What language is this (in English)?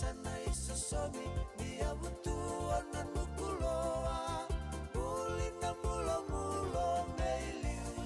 Fijian